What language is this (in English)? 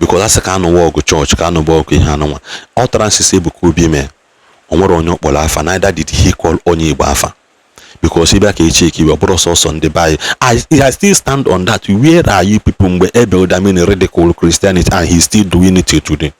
Igbo